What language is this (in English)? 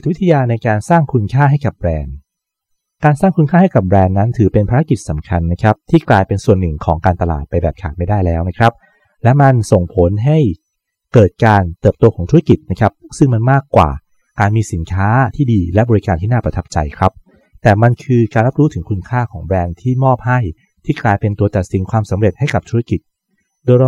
Thai